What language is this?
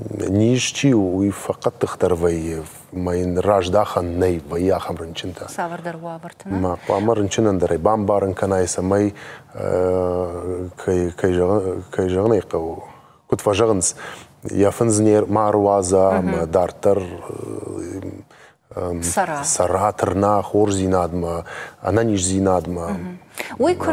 Ossetic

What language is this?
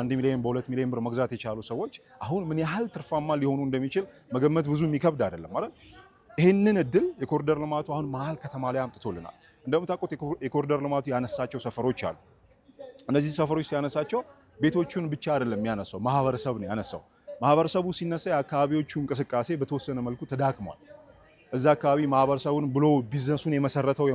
Amharic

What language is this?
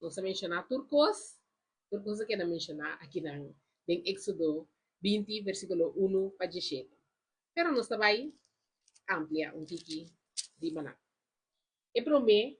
Papiamento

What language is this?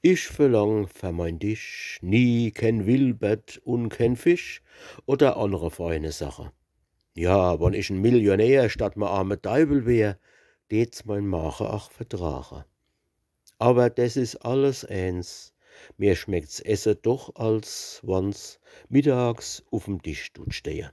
Palatine German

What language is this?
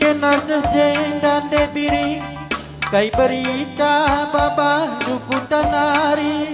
Batak Karo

